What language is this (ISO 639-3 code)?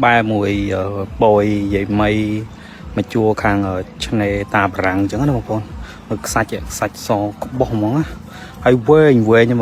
khm